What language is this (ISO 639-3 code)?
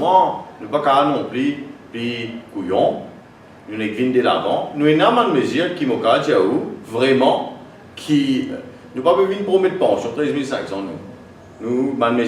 mfe